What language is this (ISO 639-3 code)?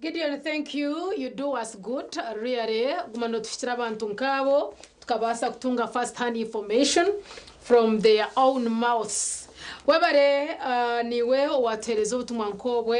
nyn